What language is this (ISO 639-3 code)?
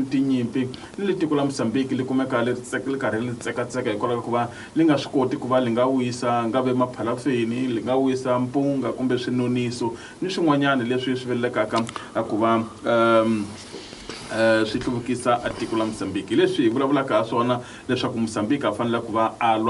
tso